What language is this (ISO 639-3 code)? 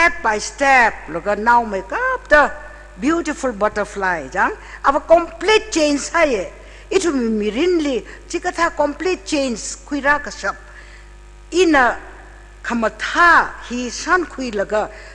nmf